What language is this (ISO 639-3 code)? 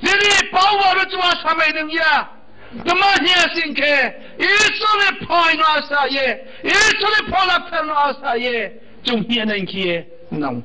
ria